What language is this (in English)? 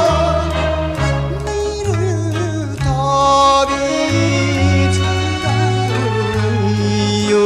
Japanese